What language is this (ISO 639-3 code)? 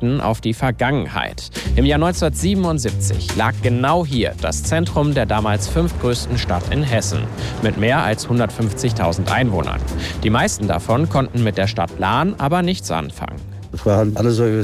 deu